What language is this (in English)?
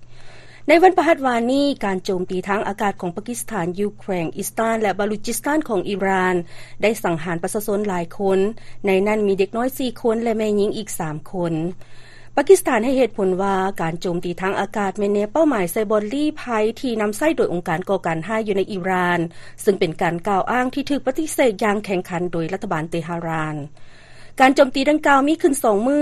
Lao